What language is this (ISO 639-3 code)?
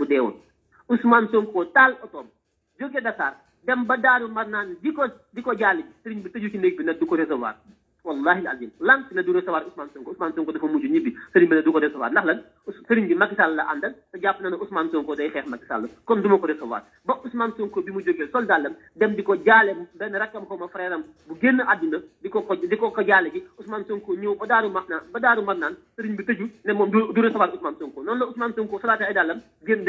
wol